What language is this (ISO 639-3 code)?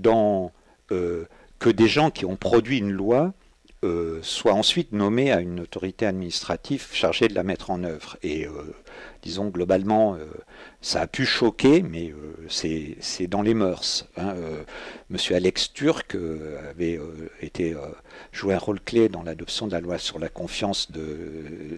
fra